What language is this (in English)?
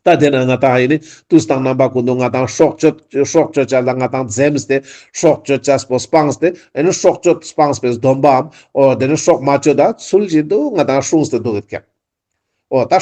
Ladakhi